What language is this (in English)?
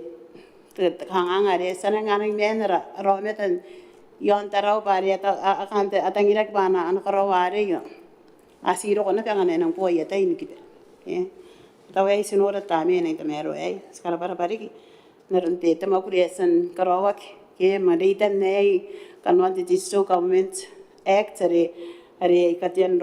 Gilbertese